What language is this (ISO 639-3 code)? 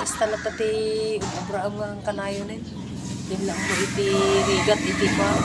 ilo